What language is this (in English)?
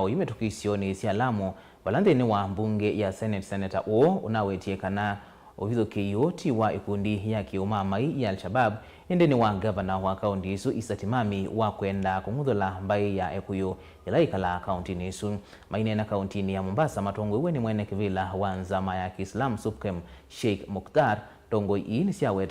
Kamba